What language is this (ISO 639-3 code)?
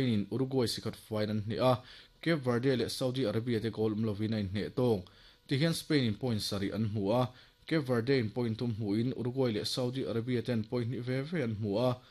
lus